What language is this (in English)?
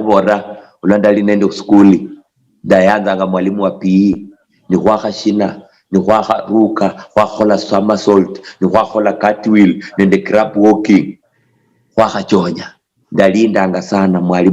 Luyia